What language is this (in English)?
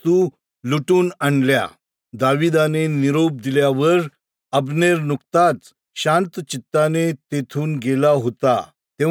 Marathi